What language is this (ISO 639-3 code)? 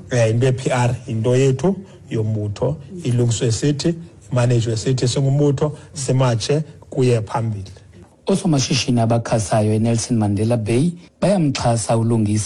xho